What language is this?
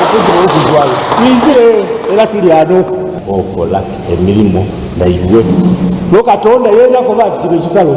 Soga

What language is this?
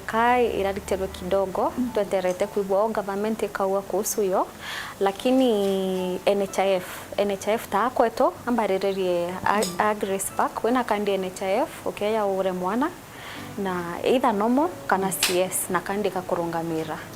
Meru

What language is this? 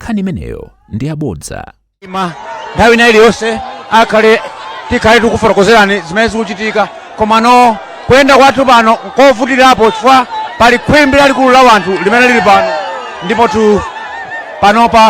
Nyanja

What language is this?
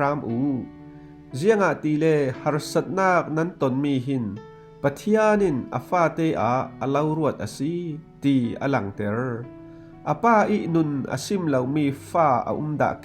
Falam Chin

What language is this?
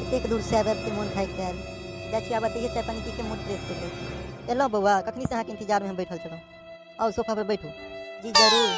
Maithili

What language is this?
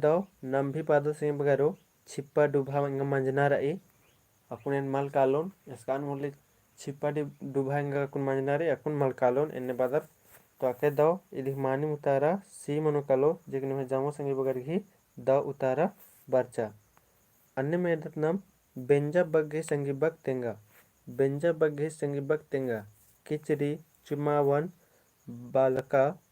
Kurukh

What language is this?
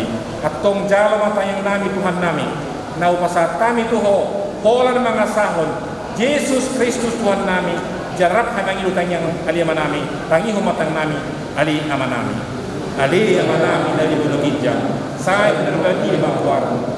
Batak Toba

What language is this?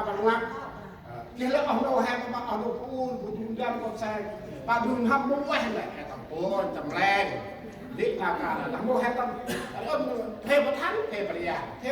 Central Mnong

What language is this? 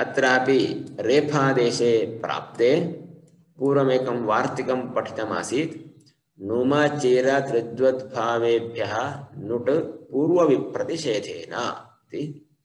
Sanskrit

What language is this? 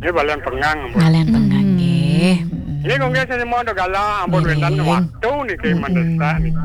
Balinese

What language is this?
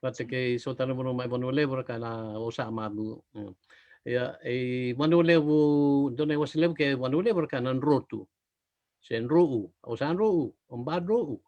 Fijian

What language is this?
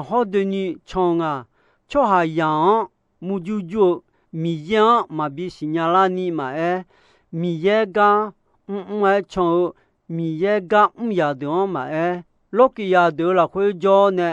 Akha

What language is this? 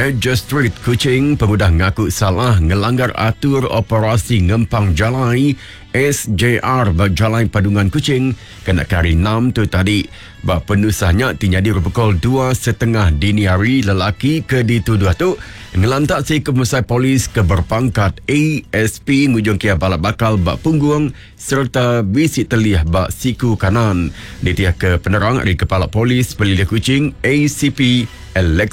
Iban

